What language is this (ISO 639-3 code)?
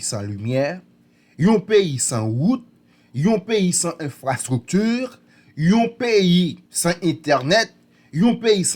hat